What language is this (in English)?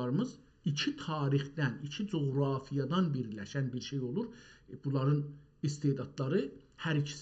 South Azerbaijani